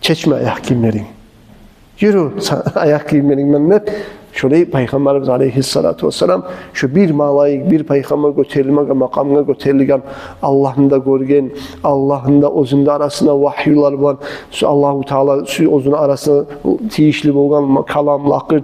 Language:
Kumyk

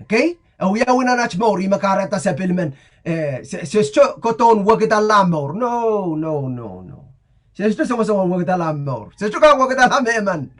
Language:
Pohnpeian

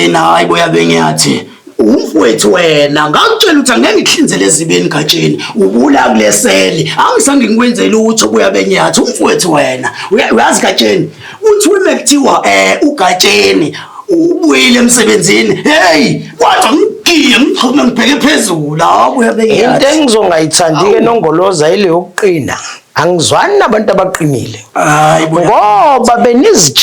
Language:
Zulu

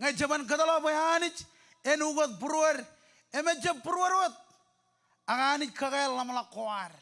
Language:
Marshallese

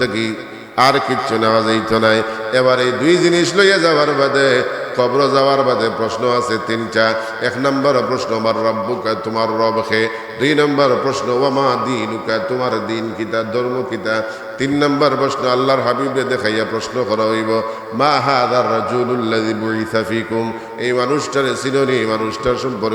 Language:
Sylheti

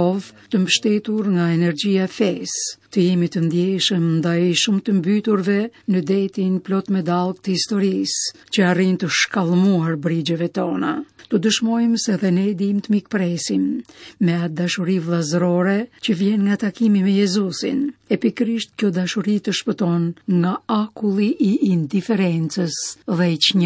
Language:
Albanian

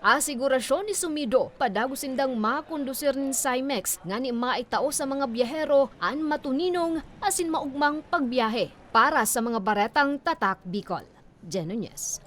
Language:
Bikol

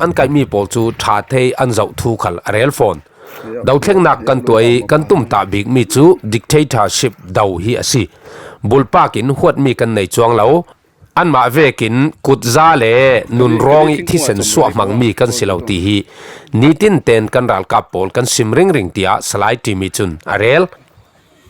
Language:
Falam Chin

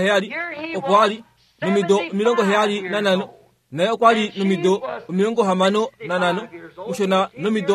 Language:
Kuanyama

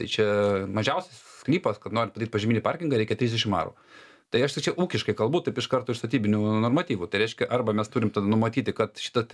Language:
Lithuanian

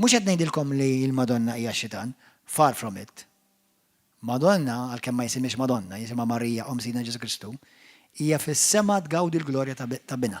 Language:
Maltese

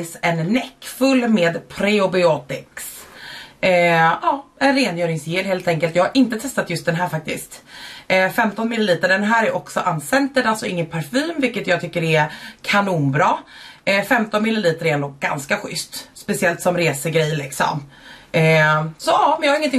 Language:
Swedish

